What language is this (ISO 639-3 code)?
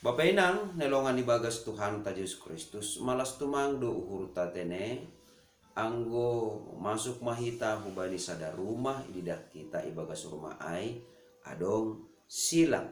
bts